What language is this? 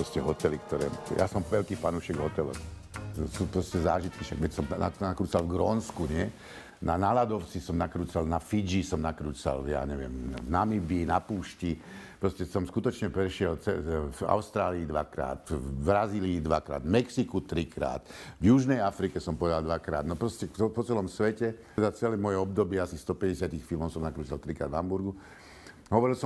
Slovak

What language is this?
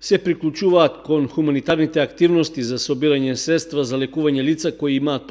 Macedonian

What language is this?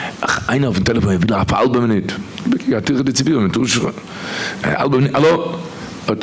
Yiddish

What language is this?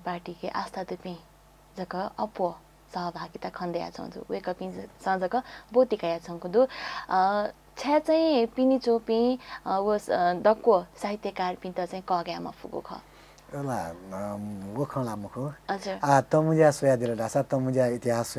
Newari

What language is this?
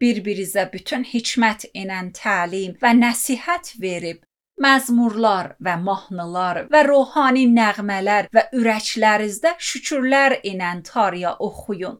Azerbaijani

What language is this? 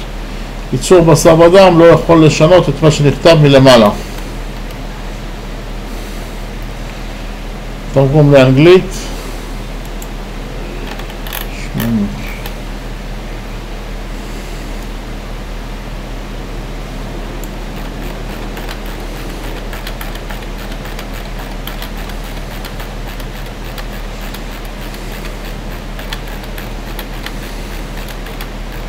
Hebrew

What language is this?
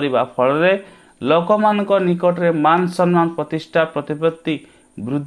Odia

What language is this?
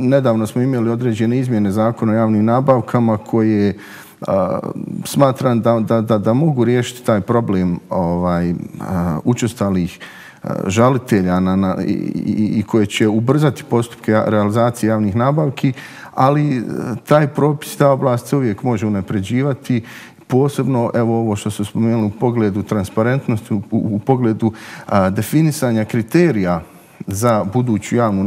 Bosnian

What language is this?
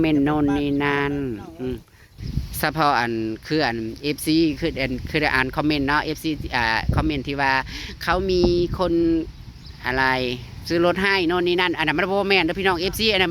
Northeastern Thai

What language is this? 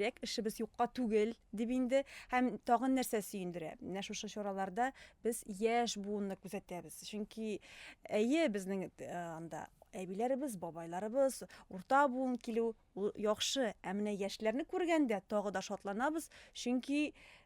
Tatar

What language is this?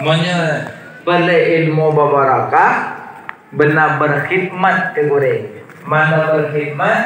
Achinese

